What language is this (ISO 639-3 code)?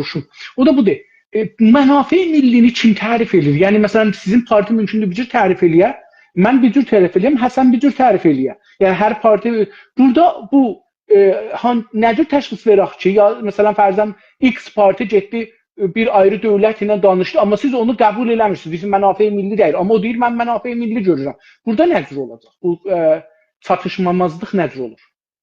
azb